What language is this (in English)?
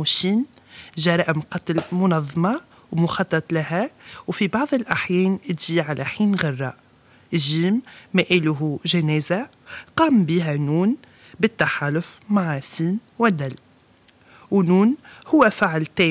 Tunisian Arabic